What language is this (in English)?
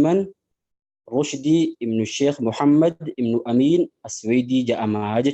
Oromo